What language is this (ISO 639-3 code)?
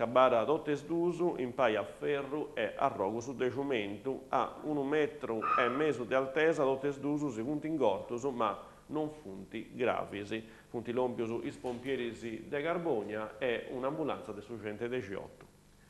srd